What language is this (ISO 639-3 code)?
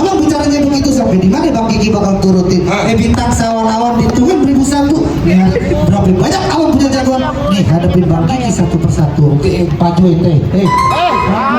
bew